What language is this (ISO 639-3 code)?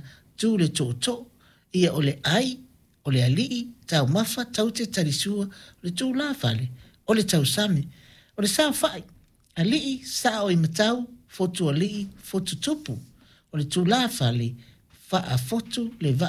smo